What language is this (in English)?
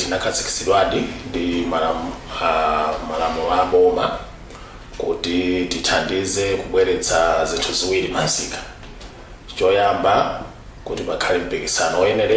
Nyanja